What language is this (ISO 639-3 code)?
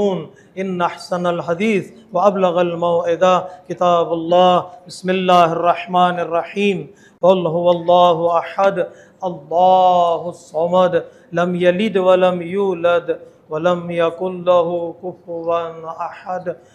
urd